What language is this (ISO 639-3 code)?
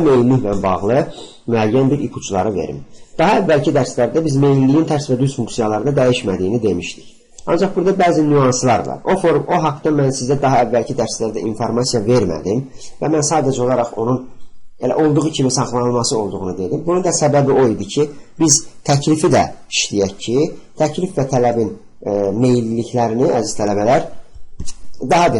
aze